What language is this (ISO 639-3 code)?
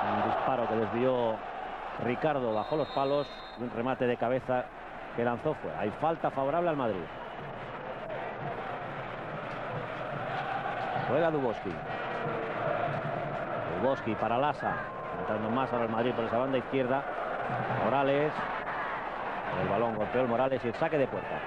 spa